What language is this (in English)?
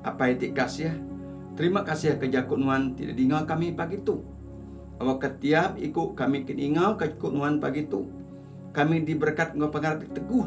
Iban